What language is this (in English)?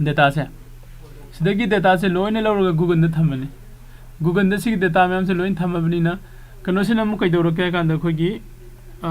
Manipuri